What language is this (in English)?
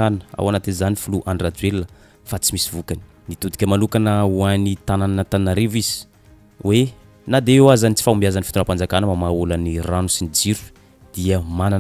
Malagasy